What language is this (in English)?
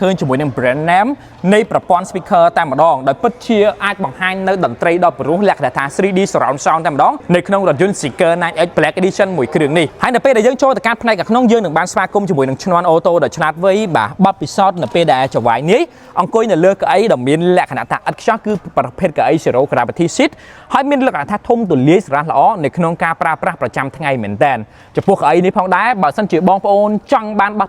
Khmer